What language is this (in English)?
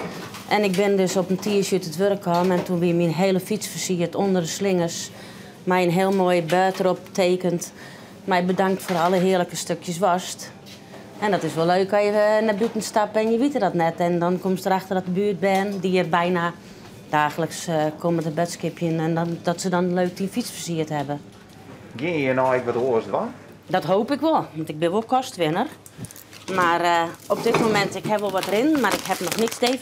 Western Frisian